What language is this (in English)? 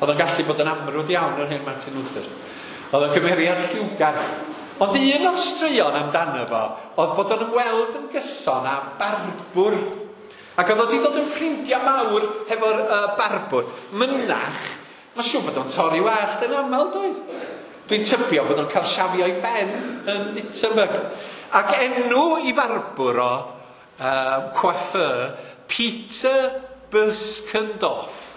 Welsh